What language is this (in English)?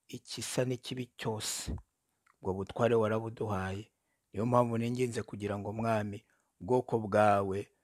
Kinyarwanda